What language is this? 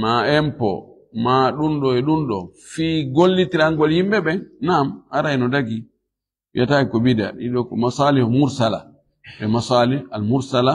Fula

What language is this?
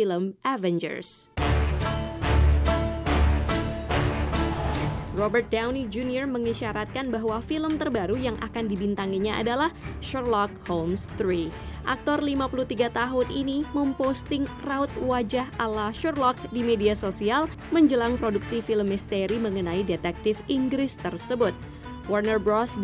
Indonesian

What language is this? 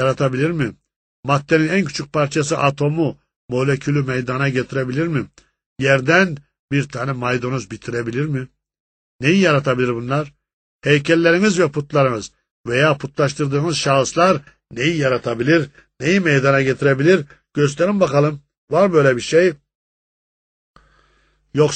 Turkish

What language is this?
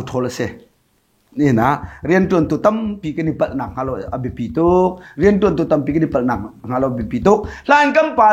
Hakha Chin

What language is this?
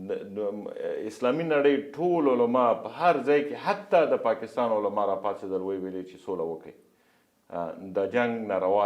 Pashto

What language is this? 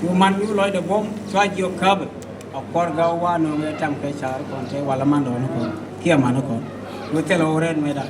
Nuer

